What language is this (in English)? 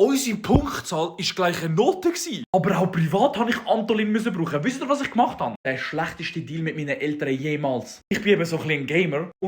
Swiss German